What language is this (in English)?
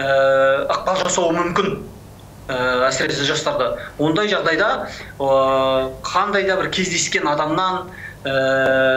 Kazakh